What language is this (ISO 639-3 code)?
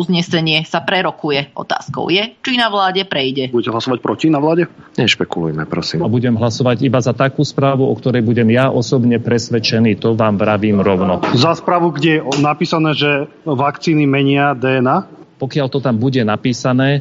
slk